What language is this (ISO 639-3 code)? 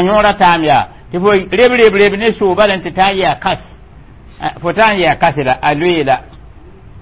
mos